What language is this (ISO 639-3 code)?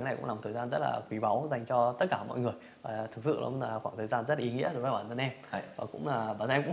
vie